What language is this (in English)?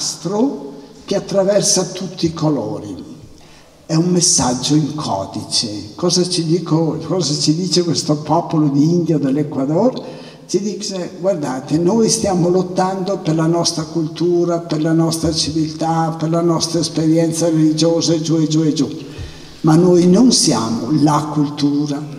Italian